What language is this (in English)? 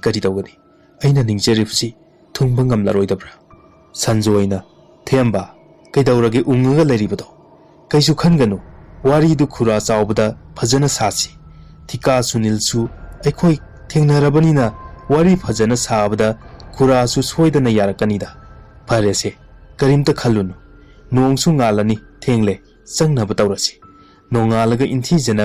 Manipuri